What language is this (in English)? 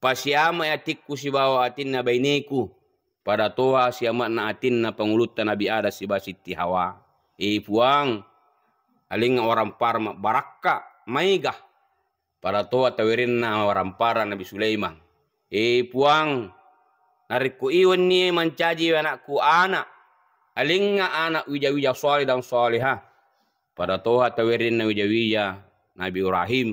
Buginese